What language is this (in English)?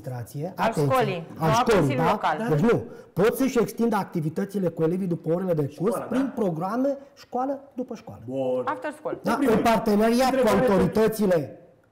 Romanian